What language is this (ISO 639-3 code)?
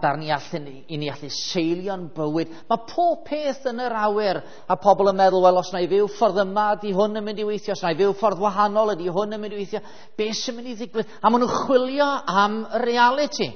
cym